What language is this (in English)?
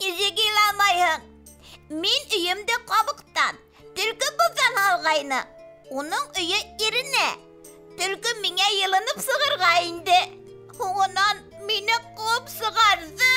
Bashkir